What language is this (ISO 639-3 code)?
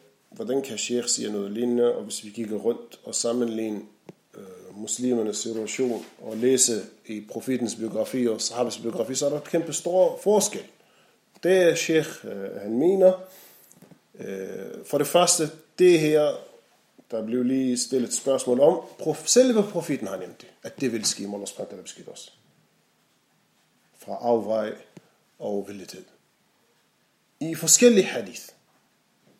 dan